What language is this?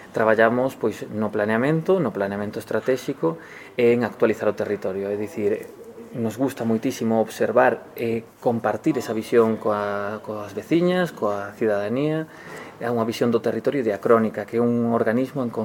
Galician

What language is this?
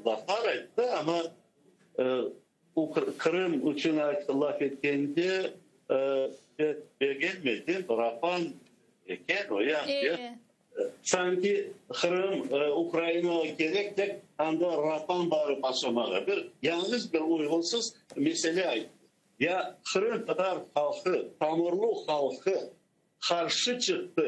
Crimean Tatar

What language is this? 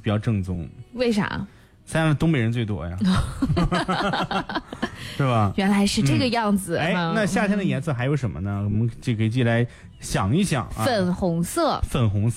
Chinese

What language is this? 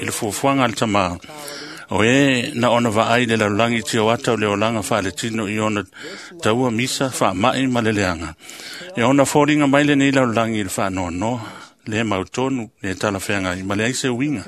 Samoan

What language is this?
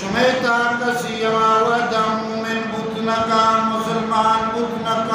Eastern Balochi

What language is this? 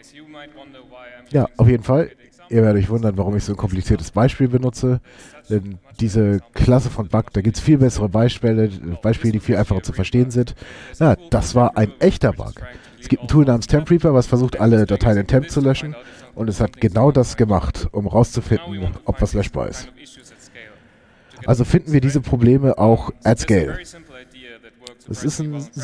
German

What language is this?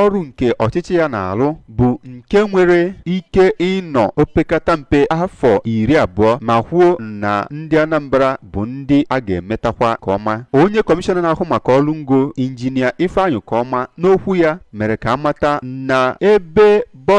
Igbo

